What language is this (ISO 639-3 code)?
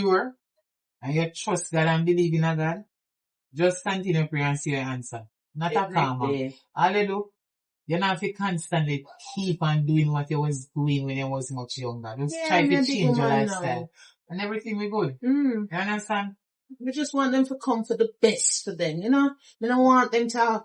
jam